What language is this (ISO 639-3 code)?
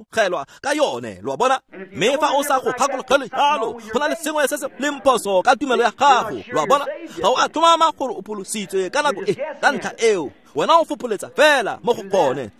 tsn